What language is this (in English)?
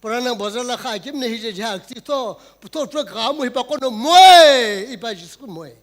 Sumi Naga